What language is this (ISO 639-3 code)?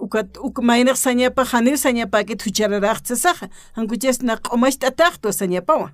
aym